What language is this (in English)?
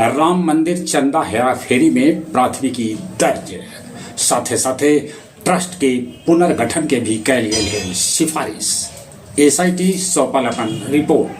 Magahi